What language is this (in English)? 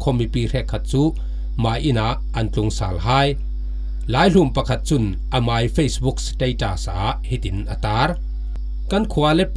Falam Chin